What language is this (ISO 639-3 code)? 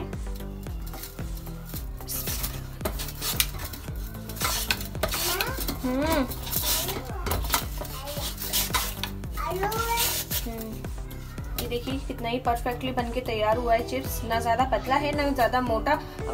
hin